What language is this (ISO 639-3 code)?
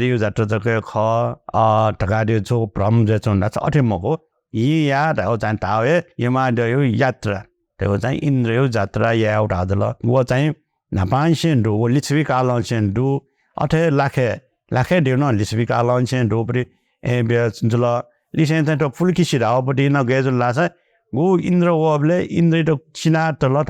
new